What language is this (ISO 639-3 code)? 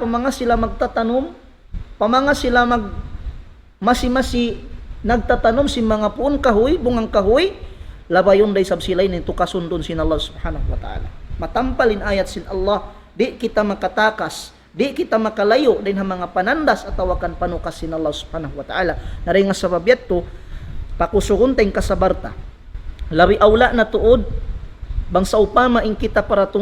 tsg